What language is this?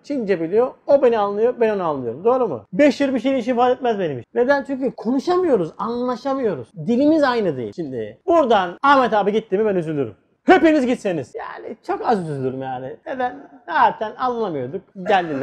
Turkish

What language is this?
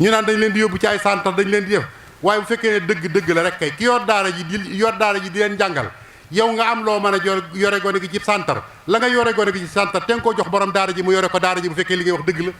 Wolof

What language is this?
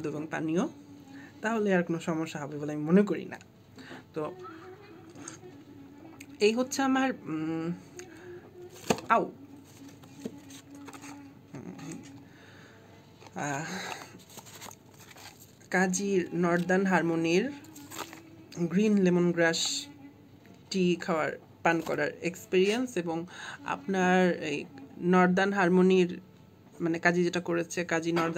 Bangla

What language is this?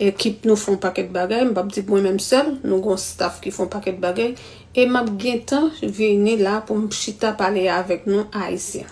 Haitian Creole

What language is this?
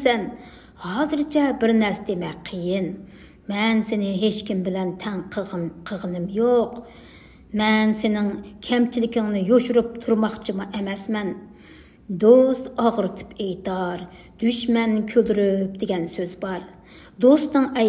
Uyghur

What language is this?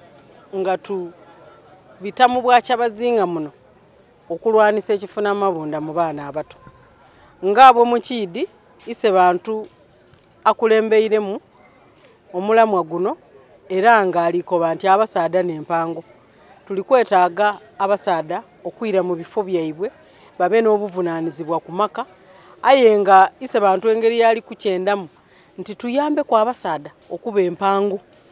Soga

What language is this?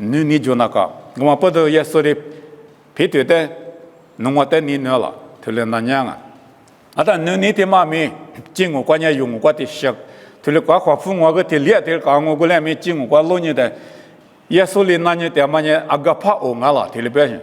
Lisu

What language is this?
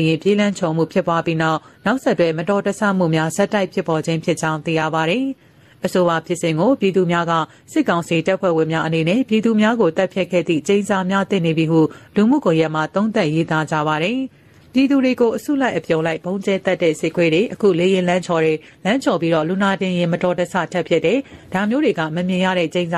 Burmese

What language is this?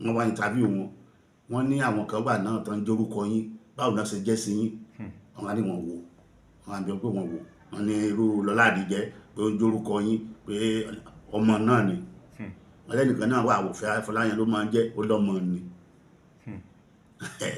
Yoruba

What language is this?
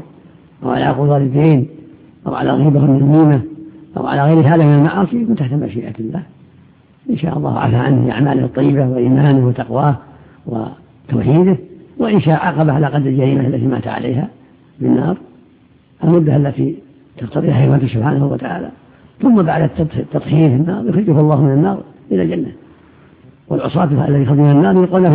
Arabic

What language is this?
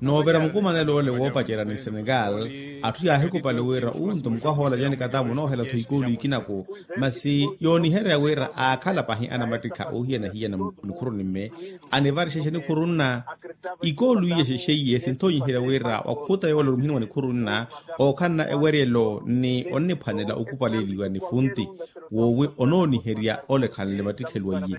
Makhuwa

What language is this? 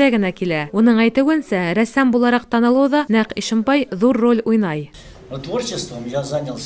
Bashkir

